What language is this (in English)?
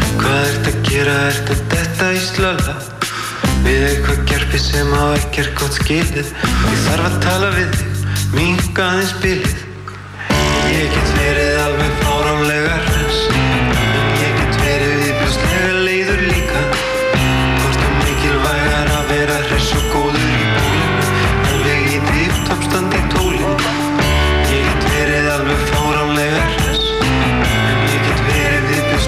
Icelandic